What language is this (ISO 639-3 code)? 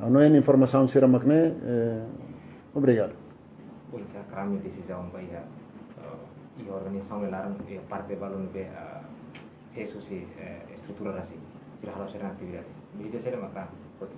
tet